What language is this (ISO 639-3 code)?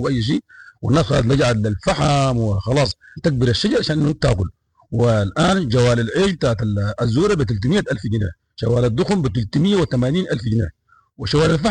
apd